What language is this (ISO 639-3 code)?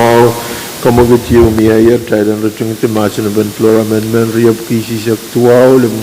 pon